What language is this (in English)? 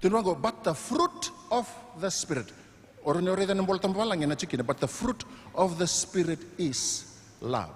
Fijian